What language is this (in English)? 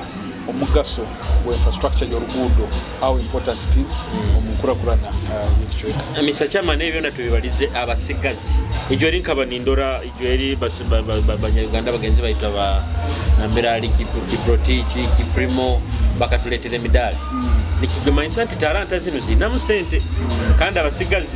Nyoro